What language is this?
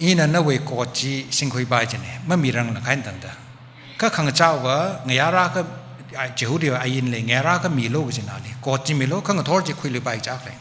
Tangkhul Naga (India)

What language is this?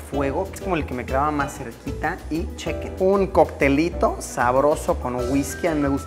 Spanish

